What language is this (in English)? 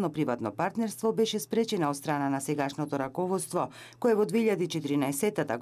Macedonian